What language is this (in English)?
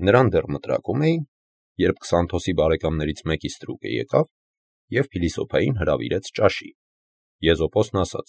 Armenian